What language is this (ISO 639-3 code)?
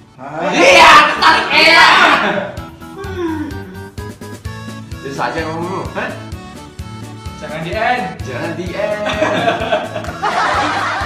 ind